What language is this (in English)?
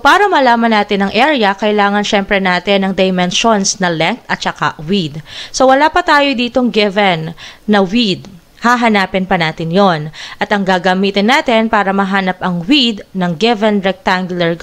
Filipino